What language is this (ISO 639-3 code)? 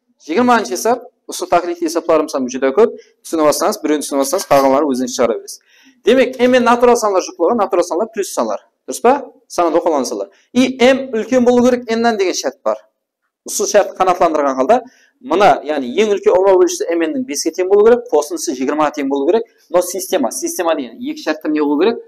kaa